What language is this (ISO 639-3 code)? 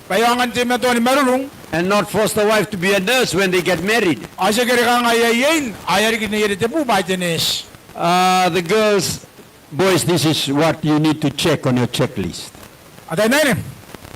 gil